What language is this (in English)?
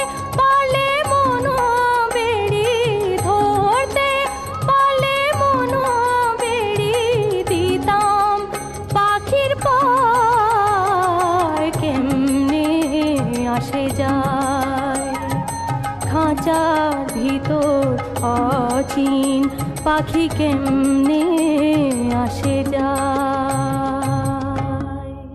Bangla